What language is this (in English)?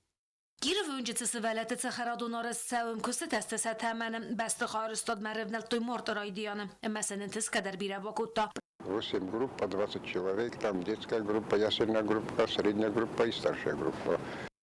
Ossetic